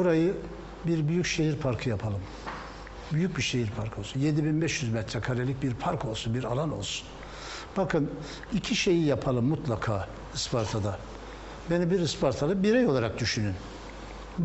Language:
Turkish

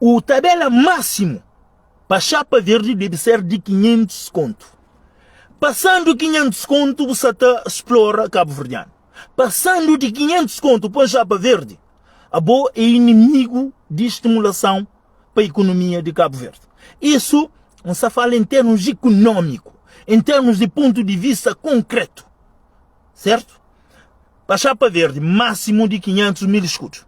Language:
Kabuverdianu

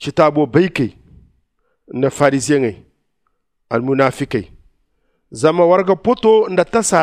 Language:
Zarma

